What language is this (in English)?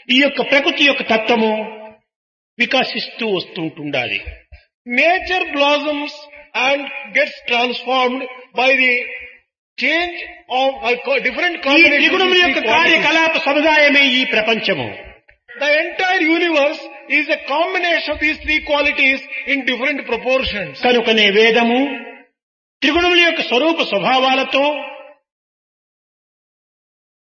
Telugu